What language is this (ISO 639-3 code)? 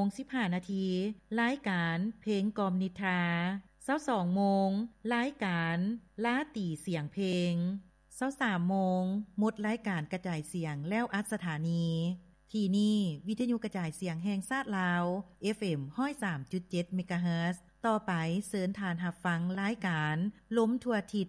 lao